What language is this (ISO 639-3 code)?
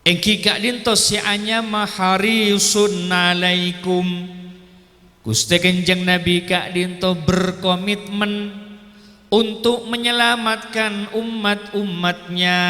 mad